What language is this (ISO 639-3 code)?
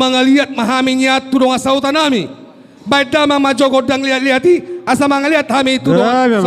bbc